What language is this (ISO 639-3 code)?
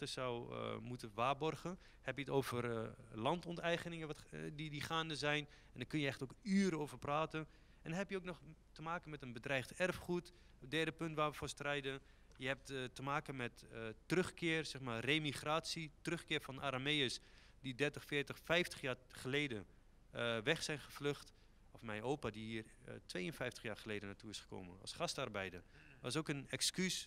nld